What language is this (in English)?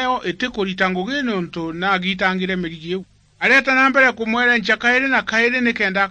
Meru